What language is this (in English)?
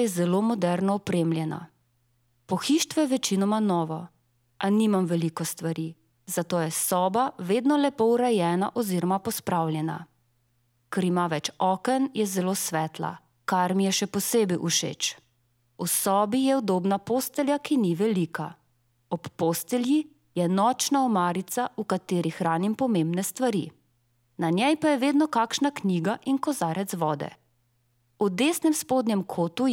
Slovenian